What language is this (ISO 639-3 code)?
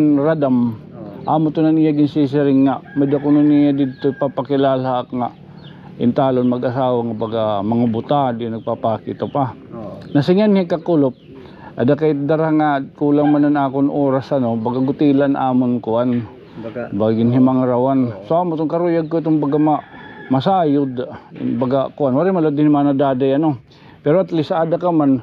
war